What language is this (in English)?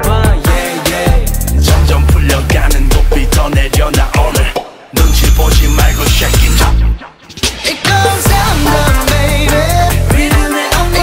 Korean